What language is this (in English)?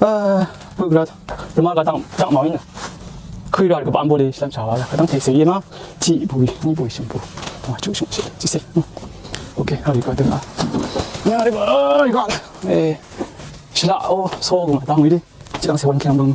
Rawang